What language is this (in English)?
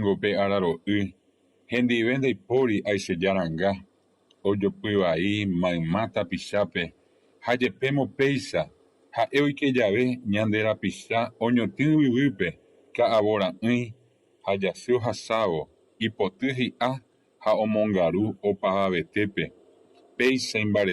Guarani